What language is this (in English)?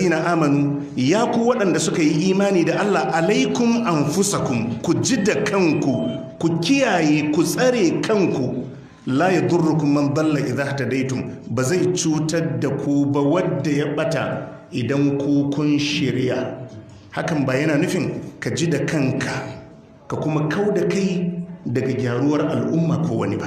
Hausa